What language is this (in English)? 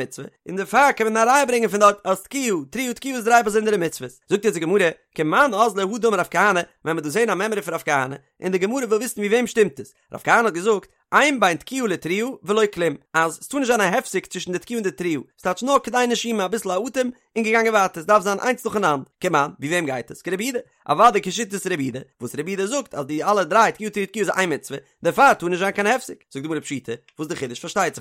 Yiddish